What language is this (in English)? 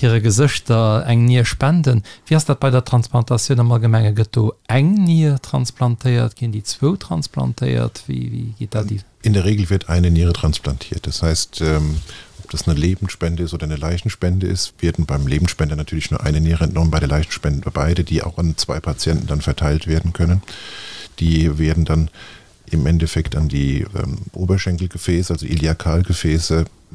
Luxembourgish